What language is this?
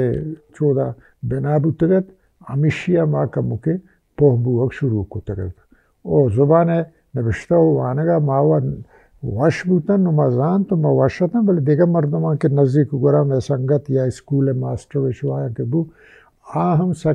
Baluchi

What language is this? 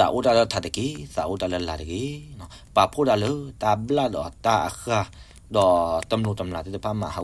S'gaw Karen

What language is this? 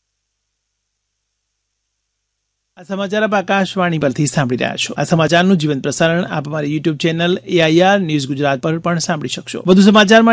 Gujarati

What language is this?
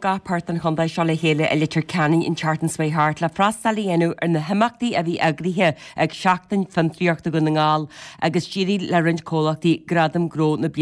Irish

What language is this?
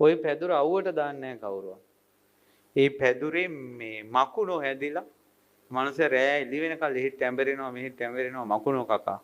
Sinhala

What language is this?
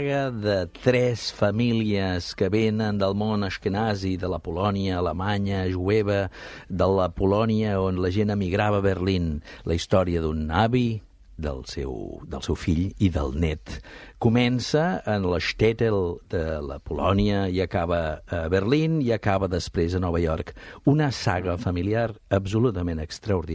Catalan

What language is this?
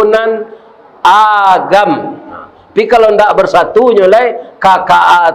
Minangkabau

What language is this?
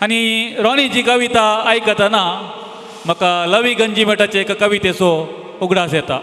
Konkani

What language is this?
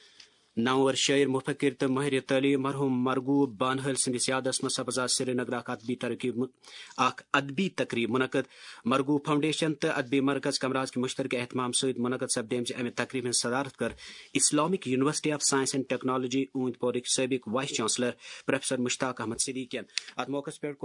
Kashmiri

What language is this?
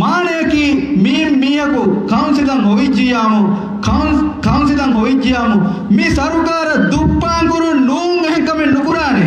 Divehi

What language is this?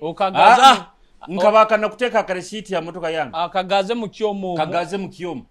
Nyoro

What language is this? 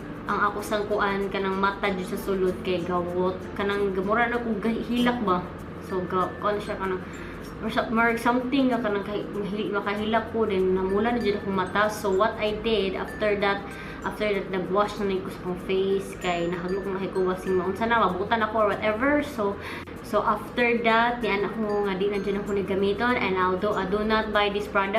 Cebuano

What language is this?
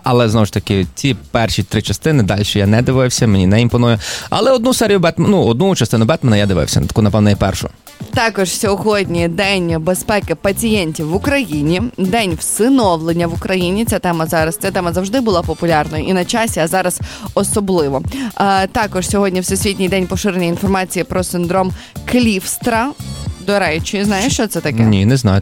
Ukrainian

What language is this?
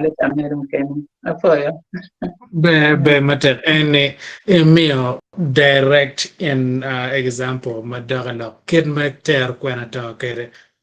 Acoli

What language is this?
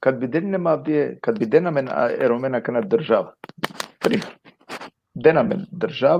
Balkan Romani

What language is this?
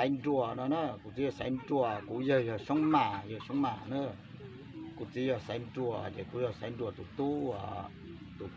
Hmong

